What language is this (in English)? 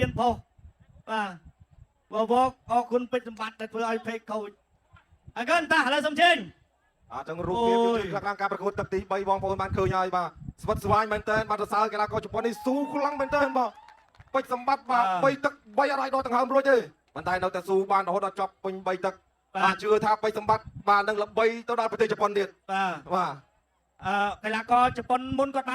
Khmer